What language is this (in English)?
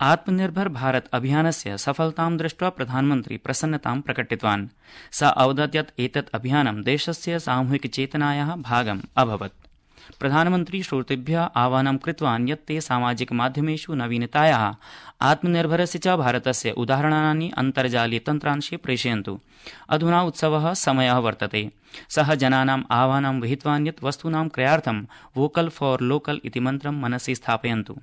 Sanskrit